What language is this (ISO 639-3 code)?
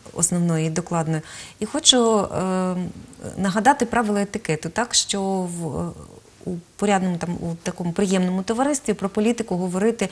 ukr